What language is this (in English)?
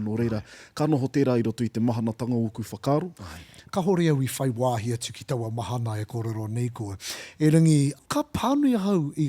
Māori